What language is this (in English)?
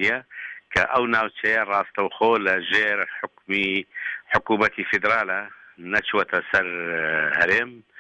Central Kurdish